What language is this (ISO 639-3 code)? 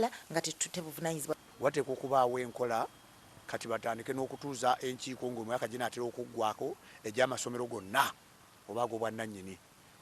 lug